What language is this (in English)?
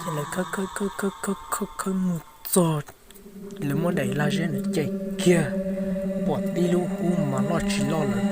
Hmong